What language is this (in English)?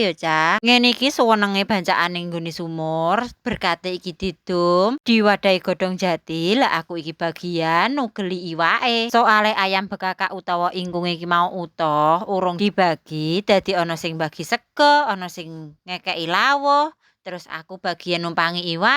Javanese